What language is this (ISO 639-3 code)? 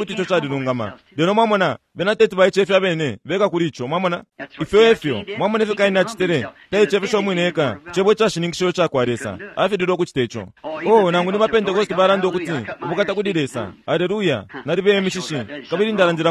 bem